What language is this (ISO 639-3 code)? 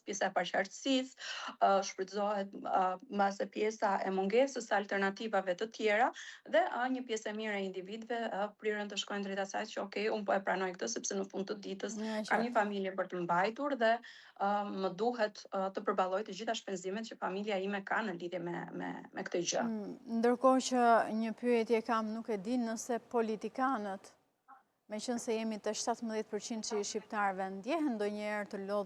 sqi